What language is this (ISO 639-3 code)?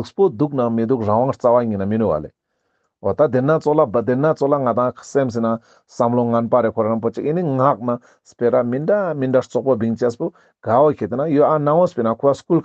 lbj